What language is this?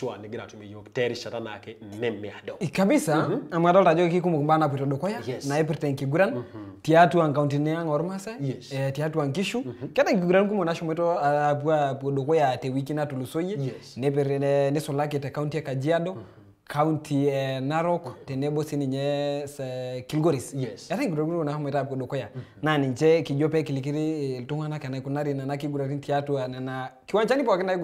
Masai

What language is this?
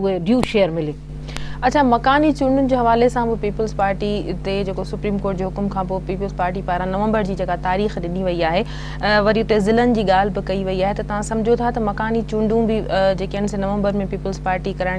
Sindhi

